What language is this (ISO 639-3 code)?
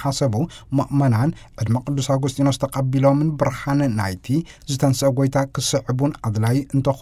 tir